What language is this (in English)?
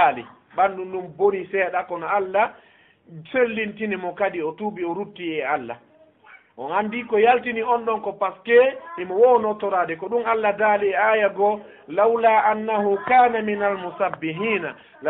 Fula